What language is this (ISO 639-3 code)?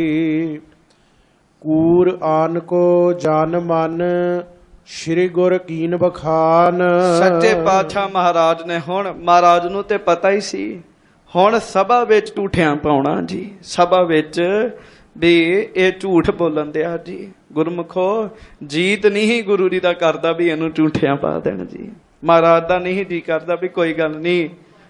pan